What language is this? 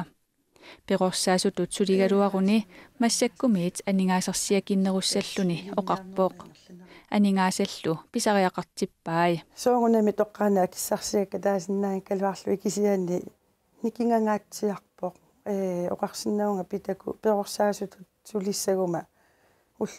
Kalaallisut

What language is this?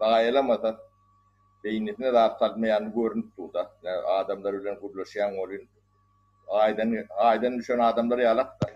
Turkmen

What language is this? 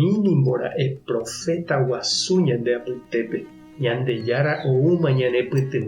Guarani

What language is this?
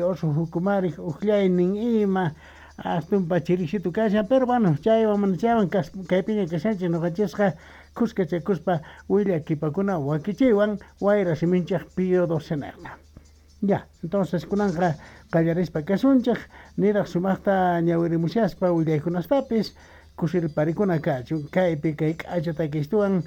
South Bolivian Quechua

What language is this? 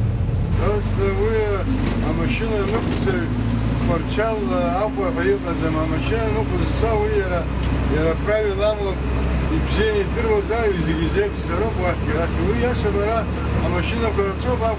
Abkhazian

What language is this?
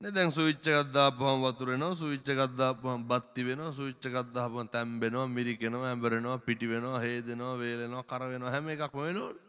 Sinhala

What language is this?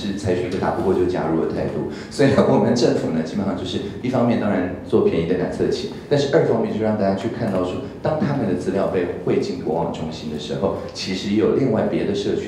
Chinese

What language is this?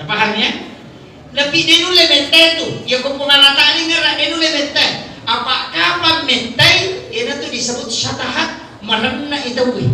Buginese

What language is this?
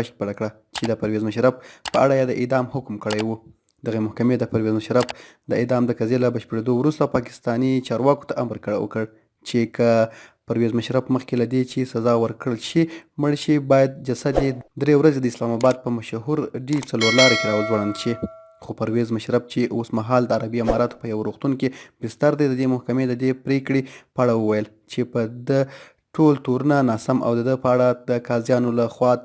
Pashto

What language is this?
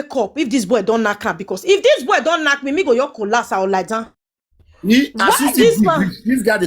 Nigerian Pidgin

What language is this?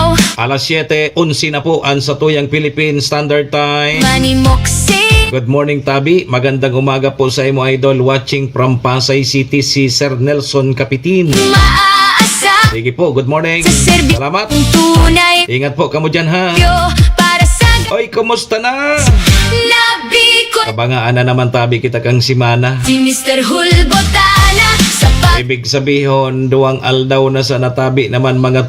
Bikol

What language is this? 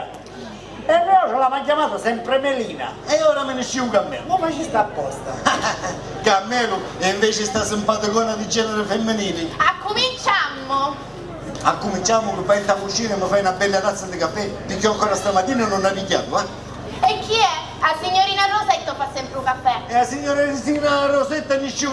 Sicilian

